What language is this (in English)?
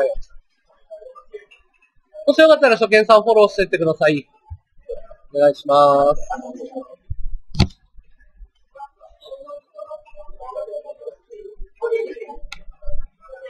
Japanese